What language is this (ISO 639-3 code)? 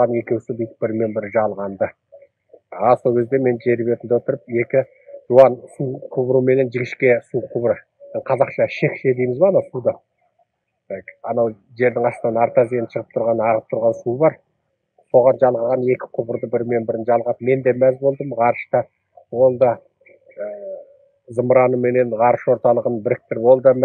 kaz